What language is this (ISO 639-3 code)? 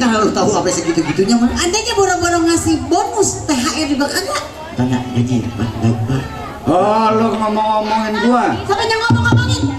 bew